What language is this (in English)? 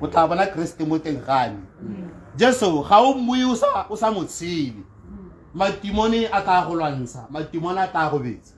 Tswana